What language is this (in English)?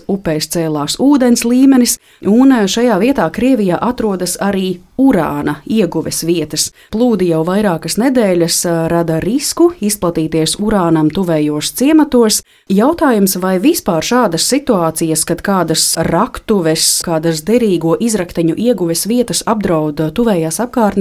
Latvian